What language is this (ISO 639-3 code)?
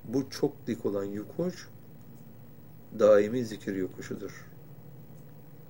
tur